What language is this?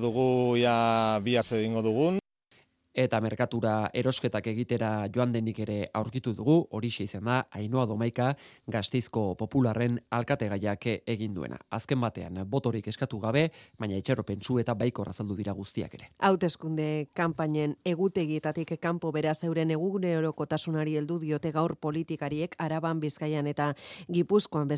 Basque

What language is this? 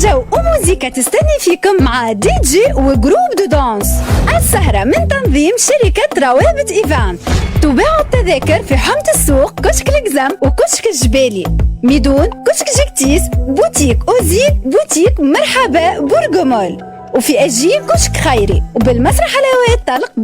Tunisian Arabic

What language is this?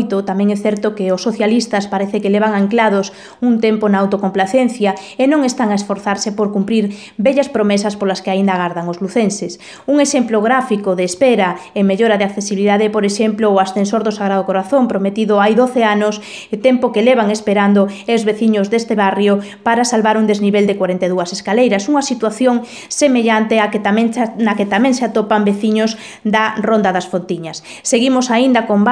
Galician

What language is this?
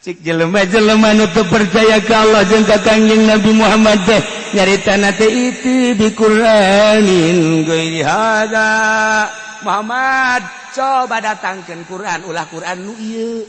Sundanese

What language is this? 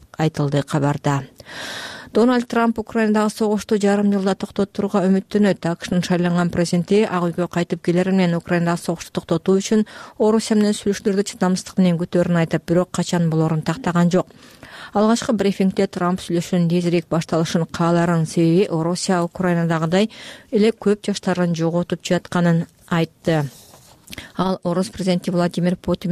Kyrgyz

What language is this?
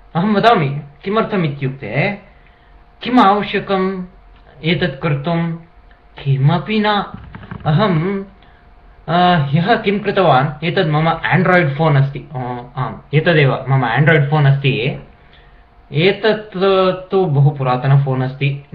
Sanskrit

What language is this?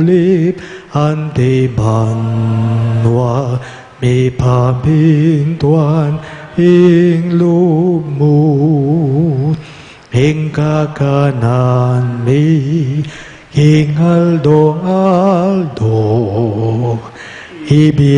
Pampanga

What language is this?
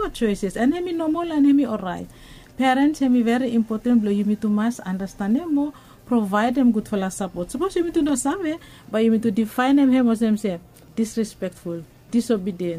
Bislama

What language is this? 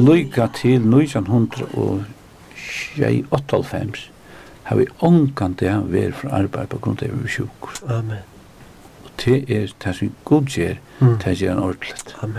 Faroese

